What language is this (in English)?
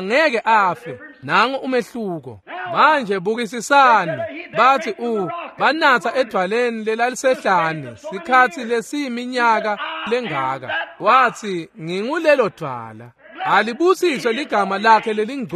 Swati